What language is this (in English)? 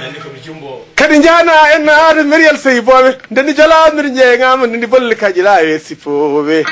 Fula